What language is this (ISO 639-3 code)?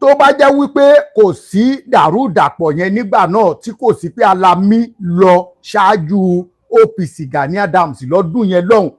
yor